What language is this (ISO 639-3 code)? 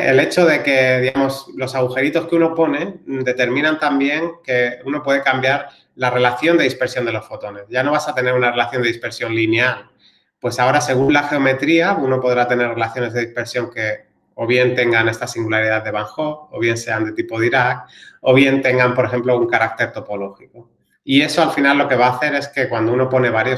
spa